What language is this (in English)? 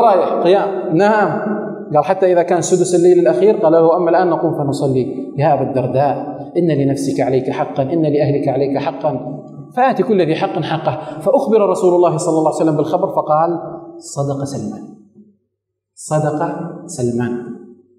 Arabic